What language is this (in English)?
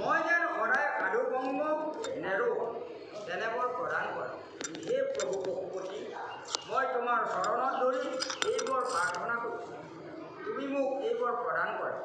Assamese